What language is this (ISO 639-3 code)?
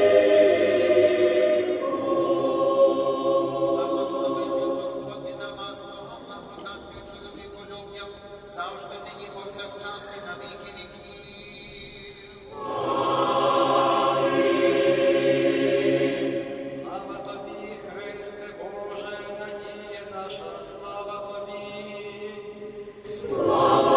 ukr